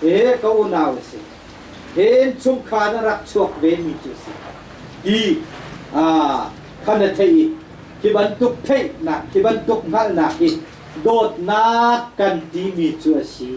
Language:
Hakha Chin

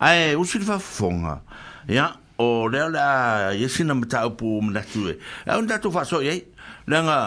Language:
Samoan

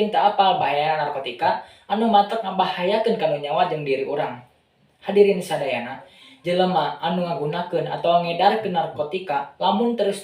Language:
Sundanese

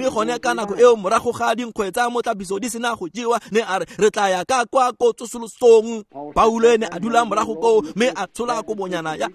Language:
Tswana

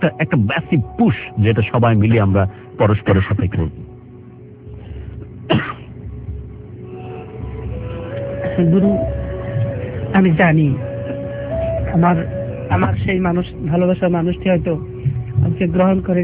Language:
Bangla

